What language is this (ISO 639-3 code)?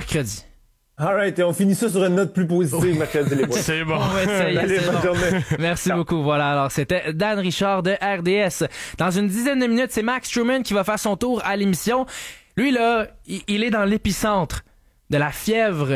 fra